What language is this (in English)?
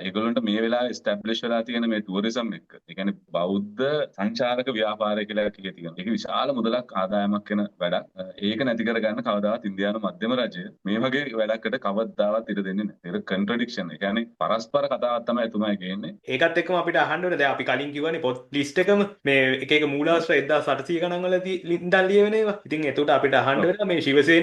Sinhala